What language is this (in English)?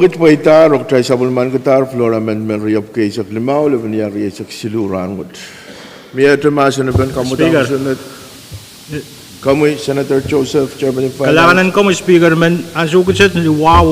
Pohnpeian